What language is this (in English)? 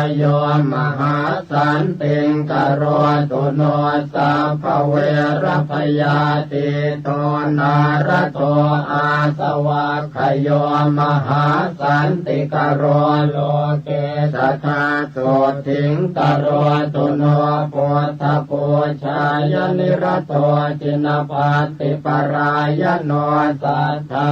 Pali